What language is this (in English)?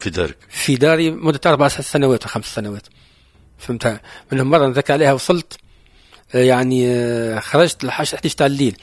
Tunisian Arabic